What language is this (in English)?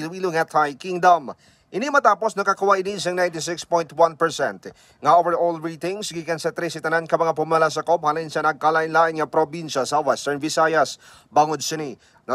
Hiligaynon